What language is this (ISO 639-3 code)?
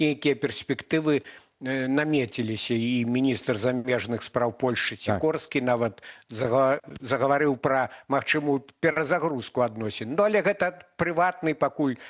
bel